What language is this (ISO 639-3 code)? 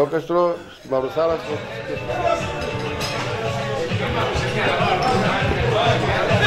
ell